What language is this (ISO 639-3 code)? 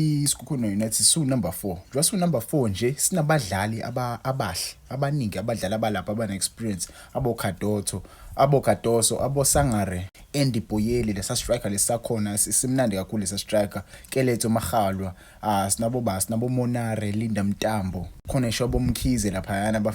zul